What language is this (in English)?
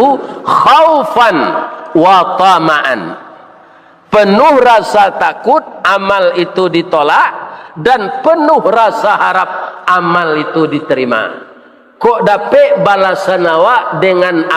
Minangkabau